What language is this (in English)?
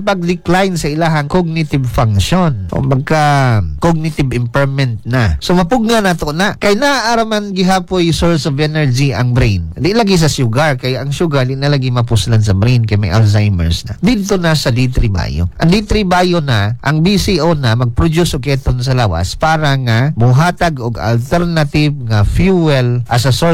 Cebuano